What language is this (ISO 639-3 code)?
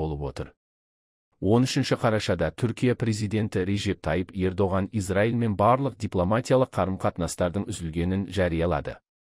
kaz